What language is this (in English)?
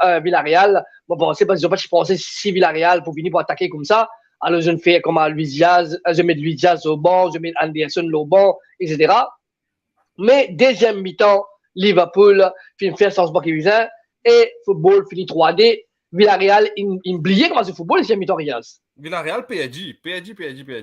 Morisyen